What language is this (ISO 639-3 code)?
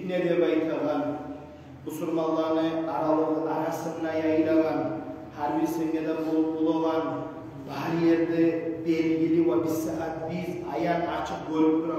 kum